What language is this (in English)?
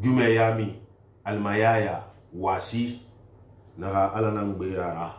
Susu